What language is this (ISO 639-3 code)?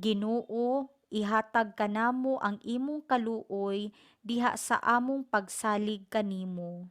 ceb